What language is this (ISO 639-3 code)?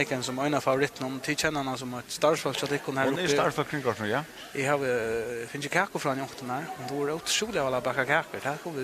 fao